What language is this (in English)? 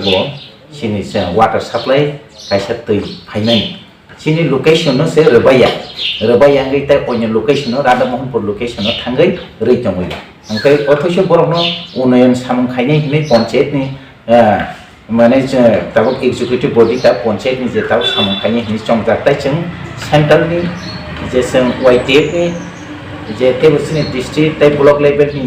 Kok Borok